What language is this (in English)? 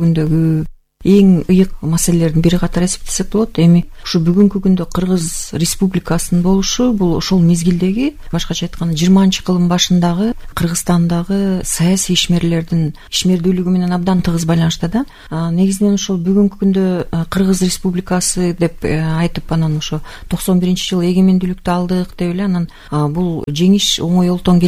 Kyrgyz